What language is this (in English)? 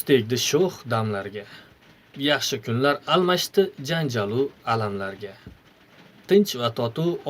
Uzbek